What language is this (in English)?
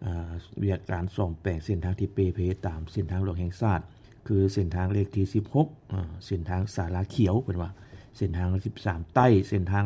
Lao